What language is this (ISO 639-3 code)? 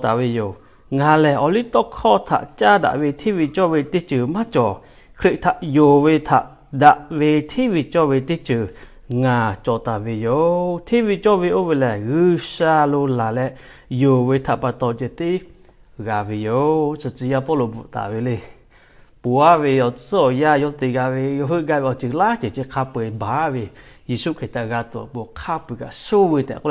lhu